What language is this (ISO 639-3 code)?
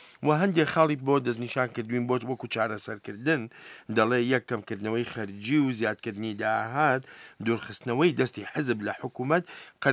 ckb